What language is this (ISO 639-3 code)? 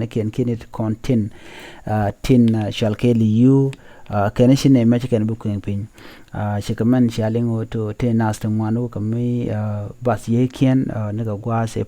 nus